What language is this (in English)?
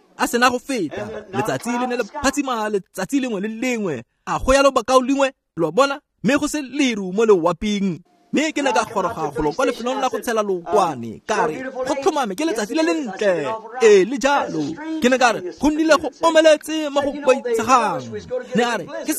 Tswana